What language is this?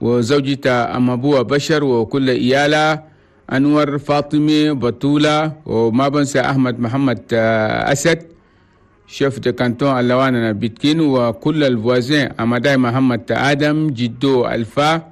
Chadian Arabic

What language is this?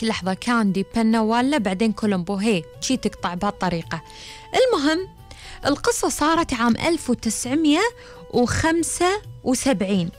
Gulf Arabic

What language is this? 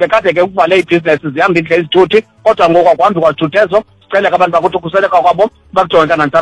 Xhosa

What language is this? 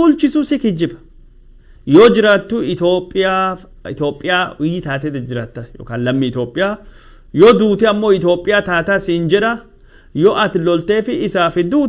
Oromo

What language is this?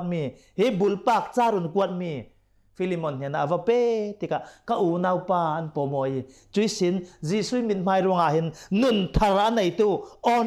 Hakha Chin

